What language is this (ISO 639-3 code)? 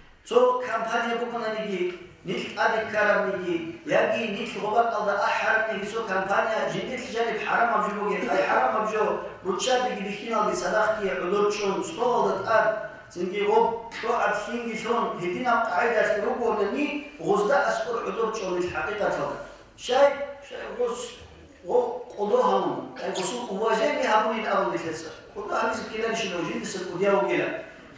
ava